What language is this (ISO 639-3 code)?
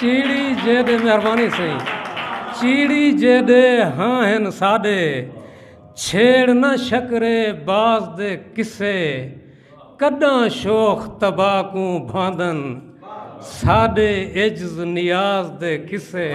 skr